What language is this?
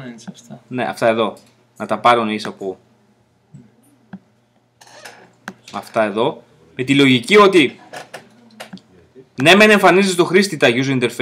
Greek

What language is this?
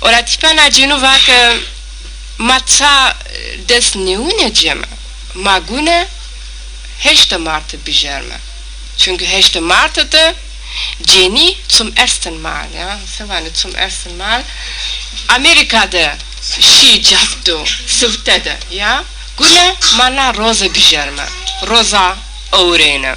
Zaza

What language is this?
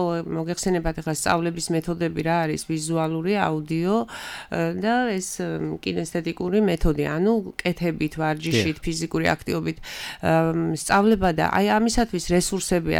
Georgian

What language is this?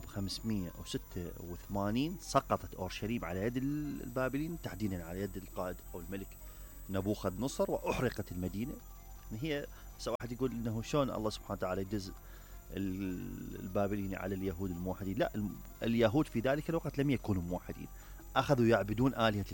Mesopotamian Arabic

